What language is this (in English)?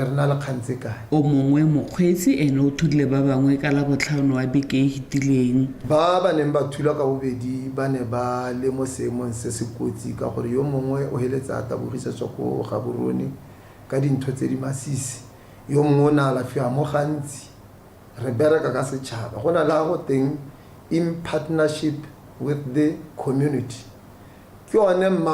Tswana